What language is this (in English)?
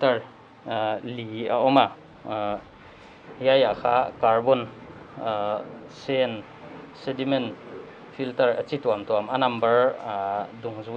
Paite Chin